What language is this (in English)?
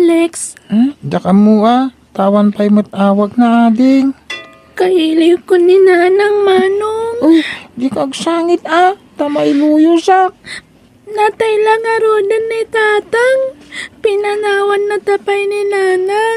Iloko